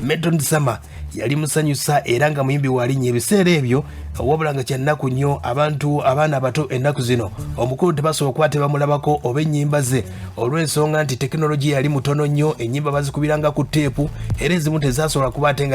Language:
Ganda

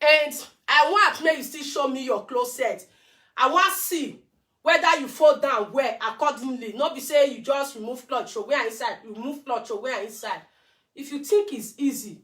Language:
Nigerian Pidgin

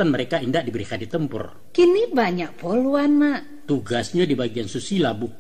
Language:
Minangkabau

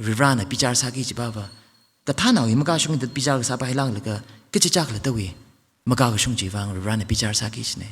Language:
Tangkhul Naga (India)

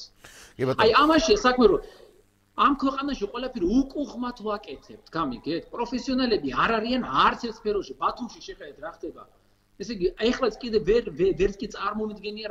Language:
Georgian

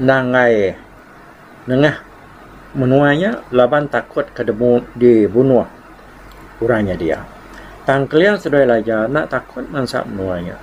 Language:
Iban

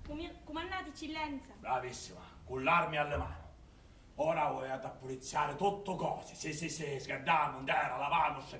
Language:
Sicilian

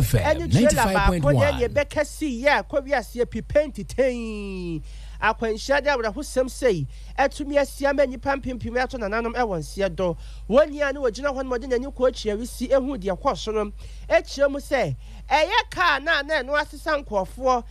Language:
Akan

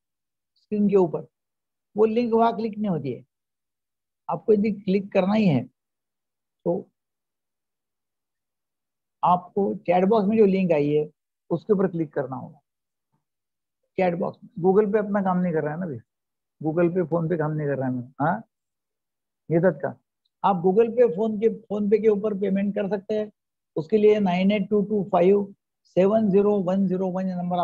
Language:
Hindi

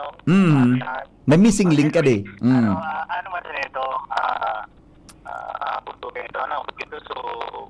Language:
Bikol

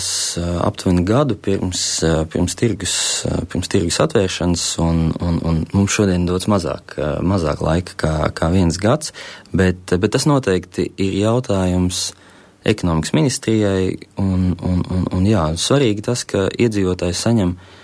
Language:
Latvian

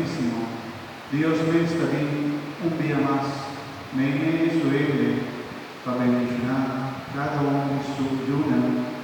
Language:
Papiamento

